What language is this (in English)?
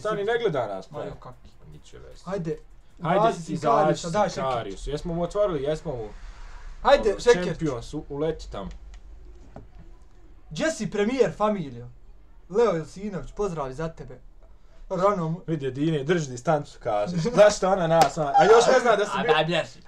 Bosnian